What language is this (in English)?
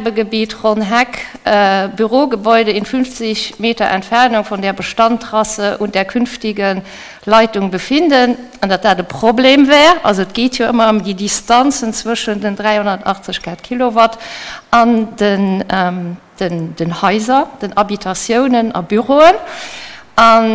Luxembourgish